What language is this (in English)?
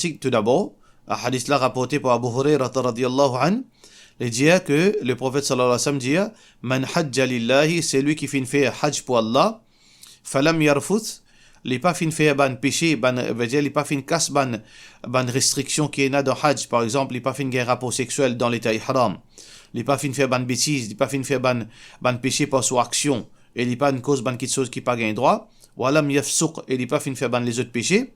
Morisyen